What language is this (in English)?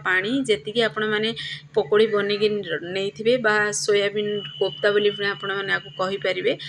Odia